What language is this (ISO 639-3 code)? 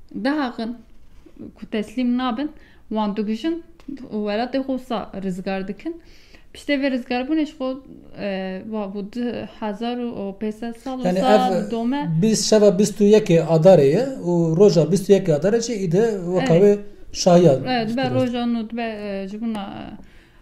kur